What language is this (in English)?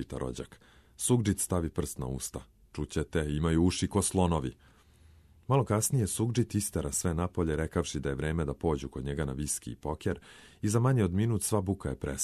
Serbian